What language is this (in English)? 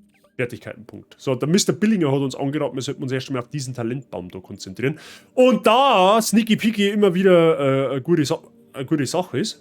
Bavarian